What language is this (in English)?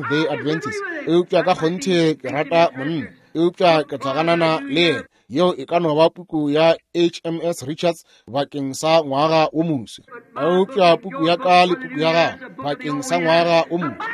Northern Sotho